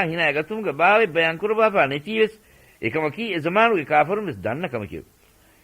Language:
Divehi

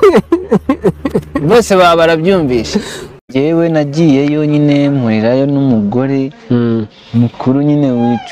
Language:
Kinyarwanda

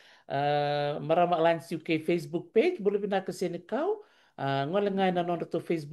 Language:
Fijian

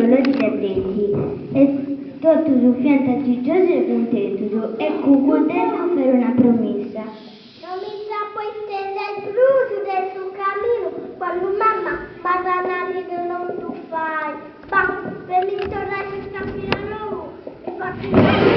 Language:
Sardinian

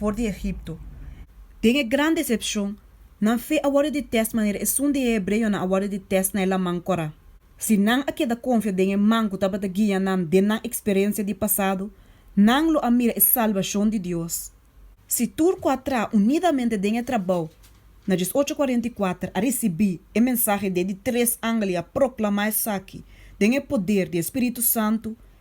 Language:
Papiamento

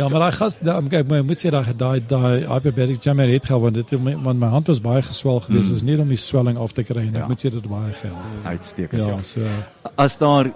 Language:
Afrikaans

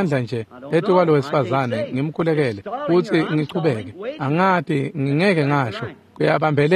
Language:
Swati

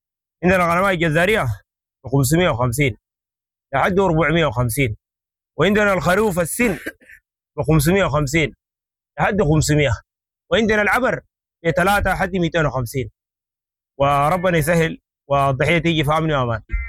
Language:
Sudanese Arabic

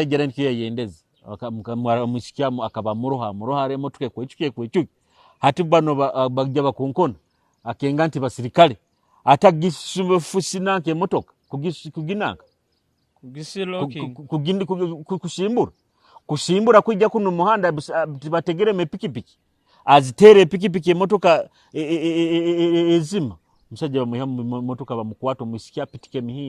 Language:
Nyoro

